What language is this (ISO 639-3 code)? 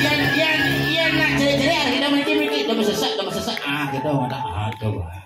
ban